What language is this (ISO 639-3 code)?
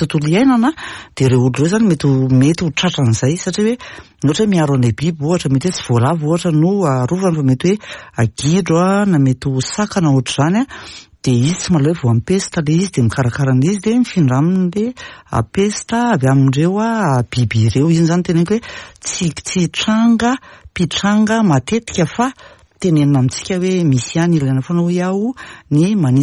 mlg